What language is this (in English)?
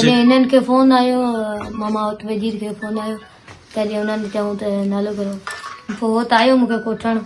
Sindhi